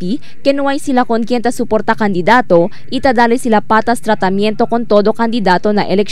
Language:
Chavacano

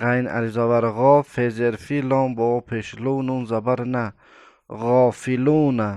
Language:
Tajik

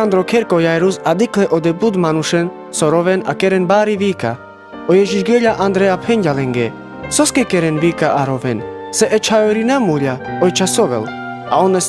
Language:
Carpathian Romani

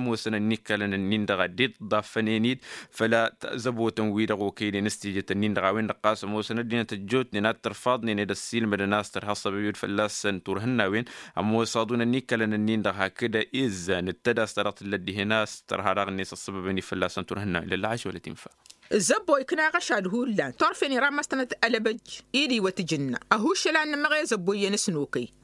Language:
Tamasheq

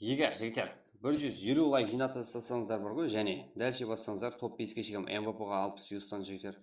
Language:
Kara-Kalpak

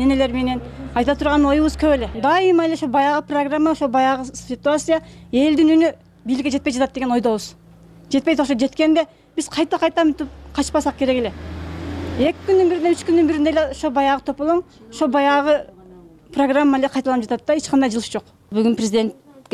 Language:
Kyrgyz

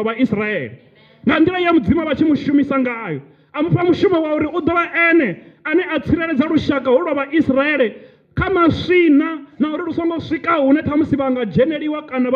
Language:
Venda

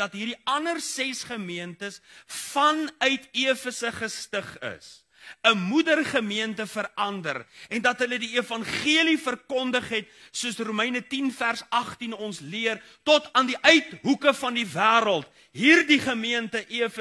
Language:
Afrikaans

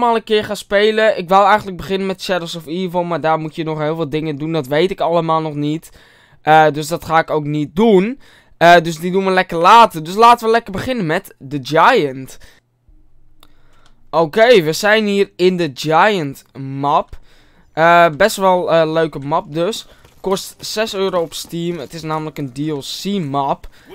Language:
Dutch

